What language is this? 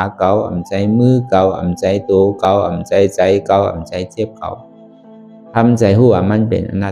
Shan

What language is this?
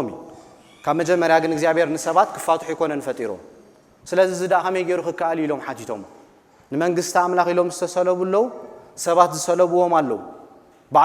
Tigrinya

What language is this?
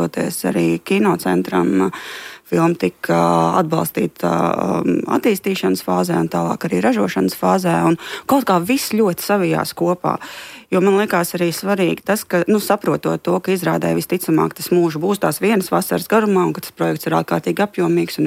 Latvian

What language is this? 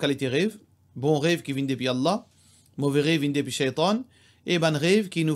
Morisyen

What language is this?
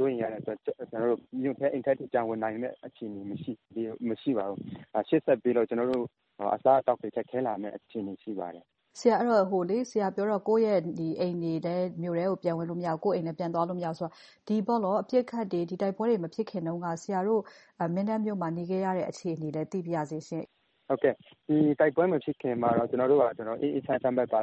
Burmese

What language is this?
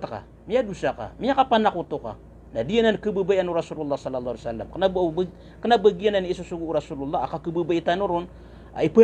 Maranao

